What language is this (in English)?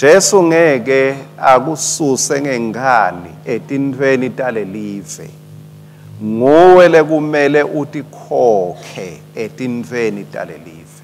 Swati